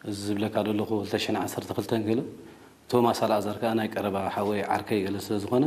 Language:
Tigrinya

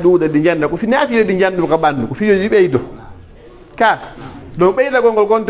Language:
Pular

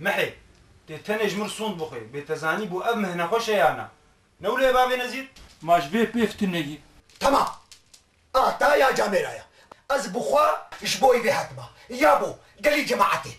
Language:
Kurdish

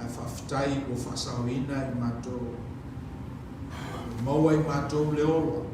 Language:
Samoan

